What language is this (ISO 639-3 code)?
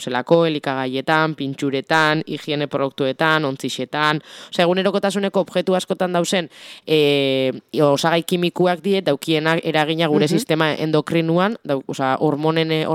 eus